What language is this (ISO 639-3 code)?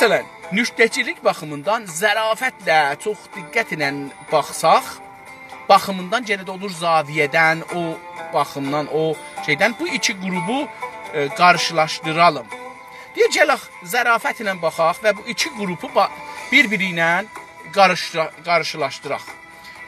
azb